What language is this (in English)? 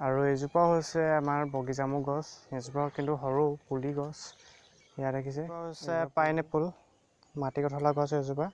Assamese